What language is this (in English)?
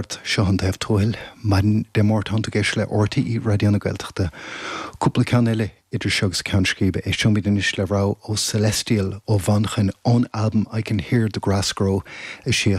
Irish